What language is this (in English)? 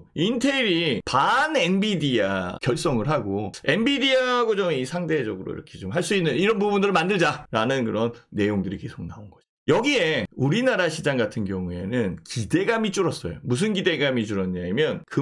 Korean